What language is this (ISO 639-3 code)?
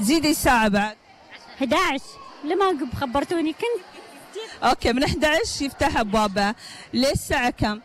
afb